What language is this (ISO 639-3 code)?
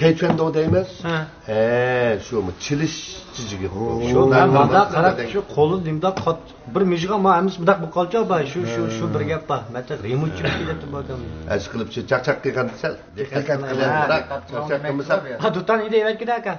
uig